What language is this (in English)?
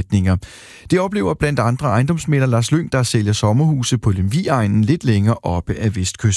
Danish